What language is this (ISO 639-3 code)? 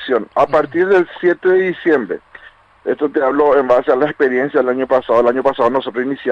spa